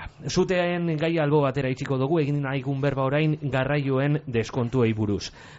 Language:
Basque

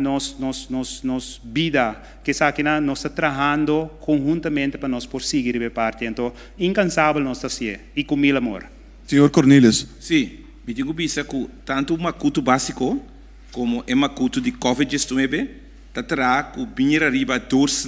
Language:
Papiamento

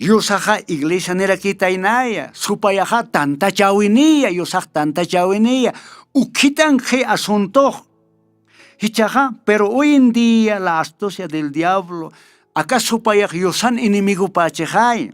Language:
Aymara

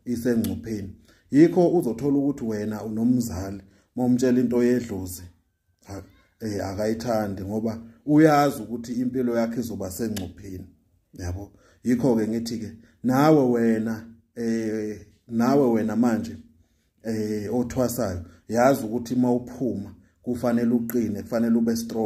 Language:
Zulu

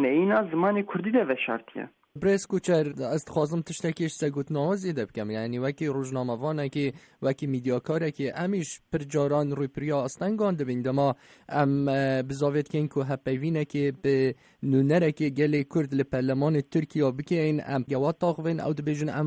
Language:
Kurdish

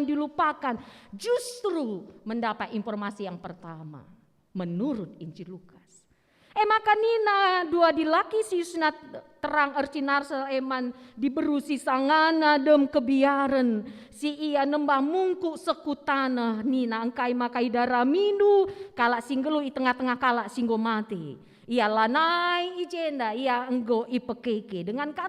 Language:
Batak Karo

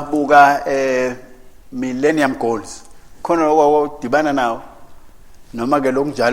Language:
Swati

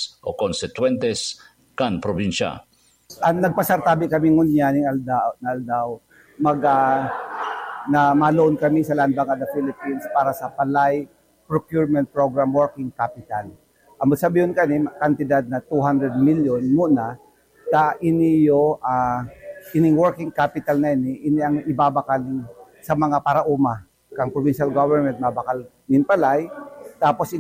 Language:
Bikol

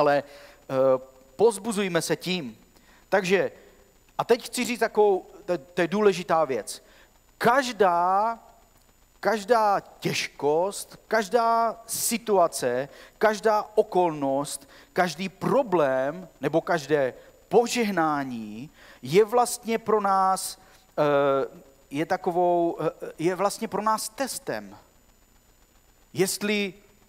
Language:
Czech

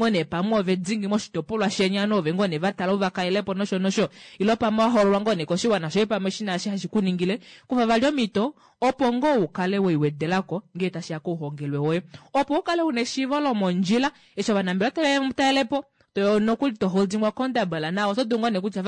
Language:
Kuanyama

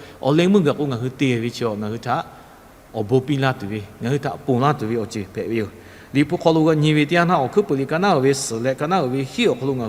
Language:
Lahu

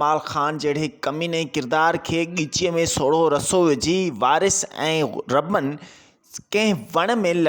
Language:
Sindhi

